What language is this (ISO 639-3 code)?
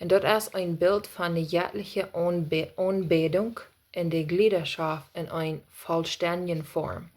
pdt